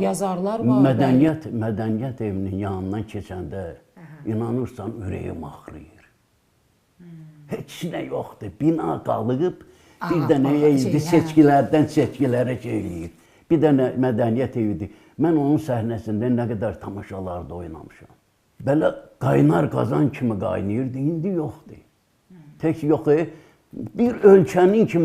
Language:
Azerbaijani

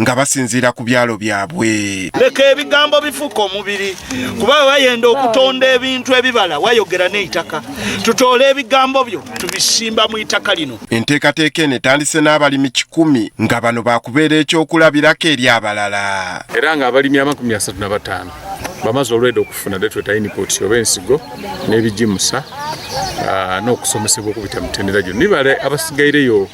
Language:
Ganda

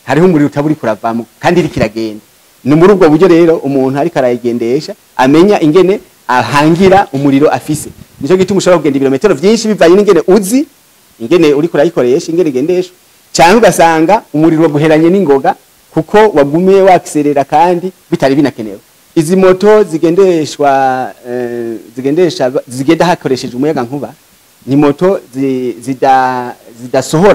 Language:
Rundi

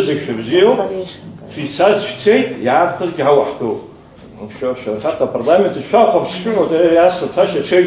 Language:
Abkhazian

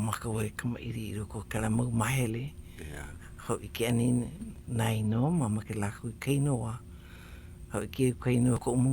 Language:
Hawaiian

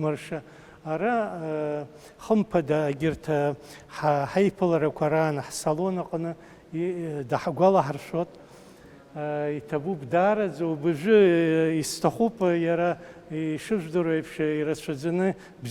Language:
Abkhazian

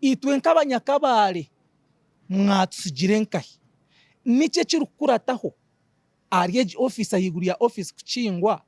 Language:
Nyankole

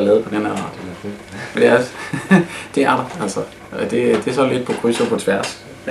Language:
Danish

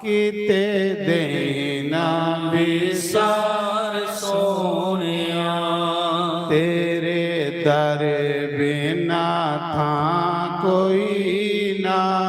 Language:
Dogri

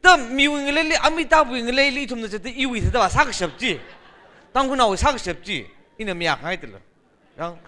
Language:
Tangkhul Naga (India)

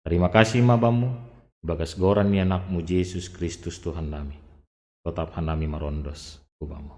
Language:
Batak Simalungun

